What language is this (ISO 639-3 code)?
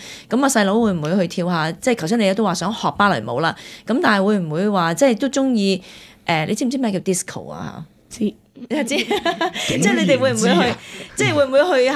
yue